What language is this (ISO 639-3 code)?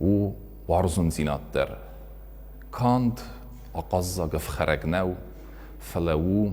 oss